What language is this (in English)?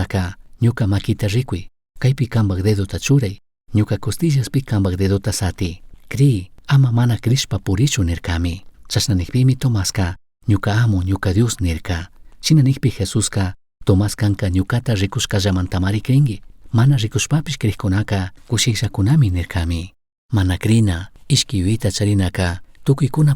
Chimborazo Highland Quichua